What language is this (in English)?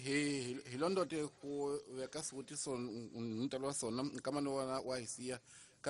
Tsonga